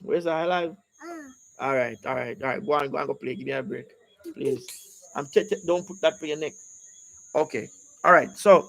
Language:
Jamaican Creole English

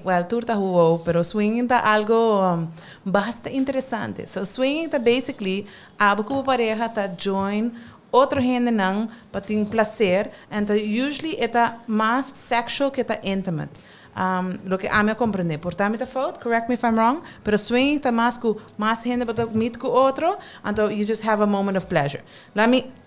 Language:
Papiamento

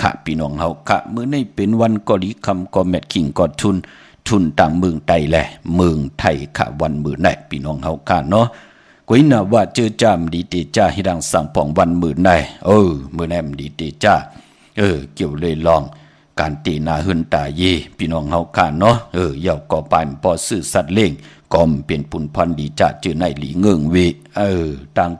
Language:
Shan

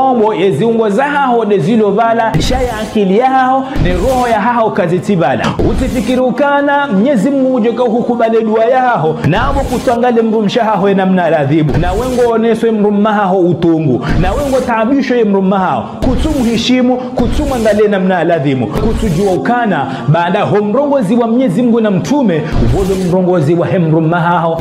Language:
Ngazidja Comorian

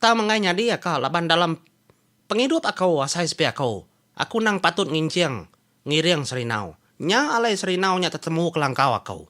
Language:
Iban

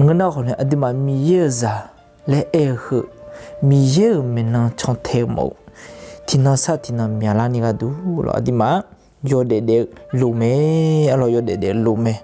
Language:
Akha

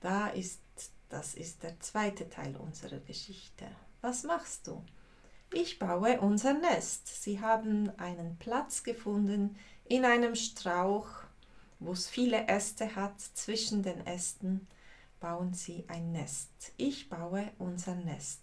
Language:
Swiss German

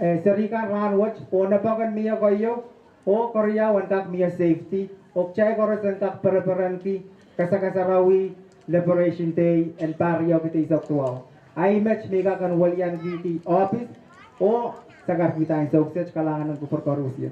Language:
Pohnpeian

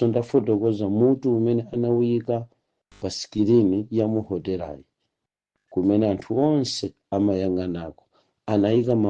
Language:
Nyanja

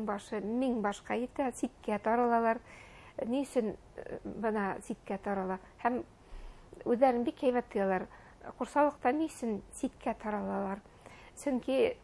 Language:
Bashkir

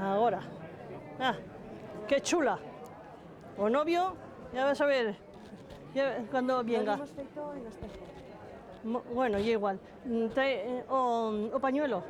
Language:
Aragonese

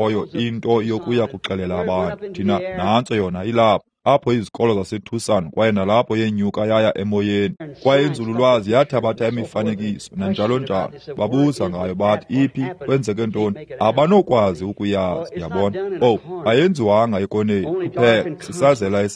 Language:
Xhosa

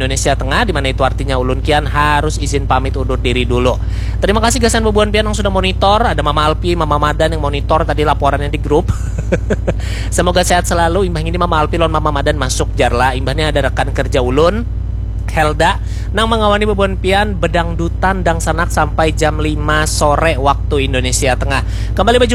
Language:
Banjar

